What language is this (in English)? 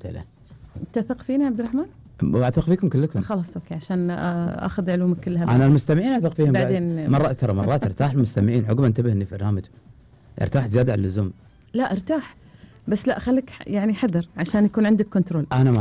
Gulf Arabic